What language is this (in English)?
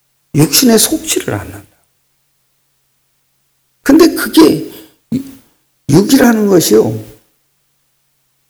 Korean